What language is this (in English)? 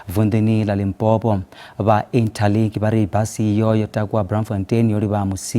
Venda